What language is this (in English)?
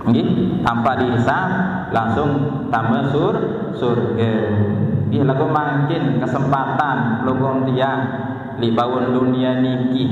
Sasak